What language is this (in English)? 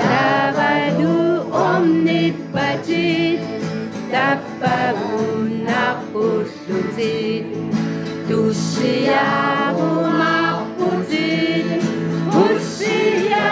Kalaallisut